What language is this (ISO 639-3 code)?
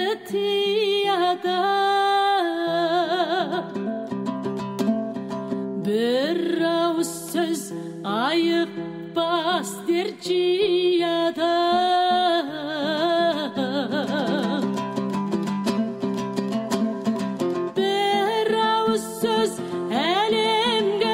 kaz